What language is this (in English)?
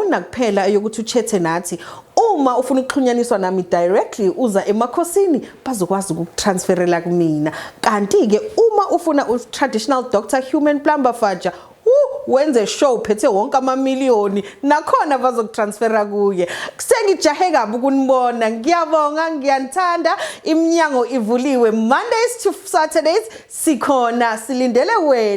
Zulu